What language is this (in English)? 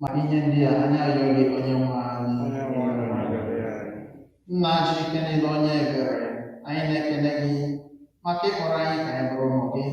Igbo